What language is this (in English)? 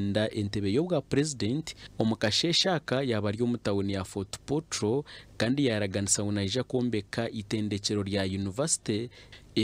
Nyankole